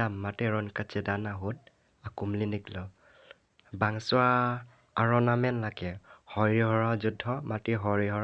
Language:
Karbi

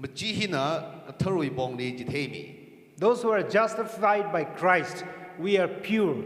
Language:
Tangkhul Naga (India)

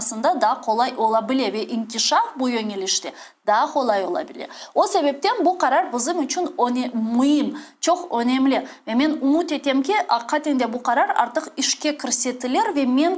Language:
Crimean Tatar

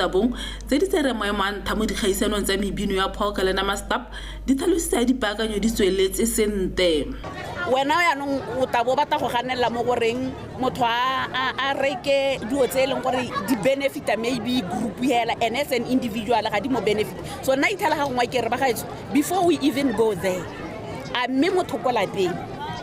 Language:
Tswana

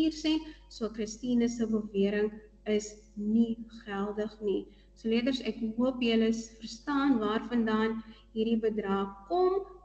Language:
Afrikaans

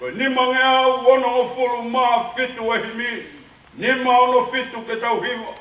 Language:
Tongan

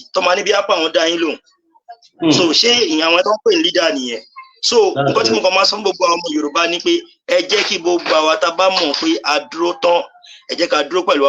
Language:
Yoruba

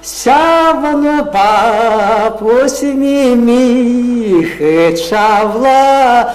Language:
Chuvash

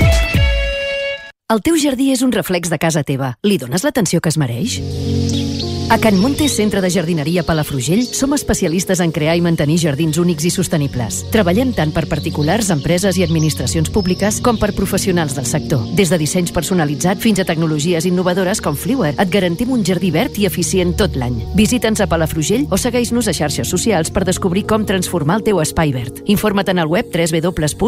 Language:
Catalan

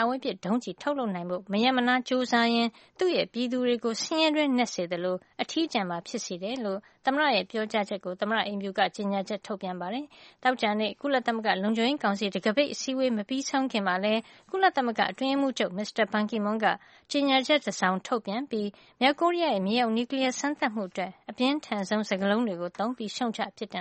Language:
Burmese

